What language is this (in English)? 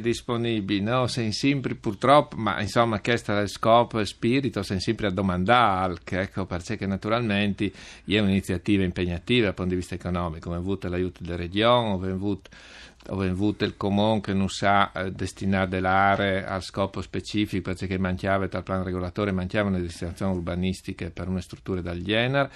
Friulian